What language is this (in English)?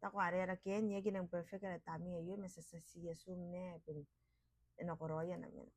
Gilbertese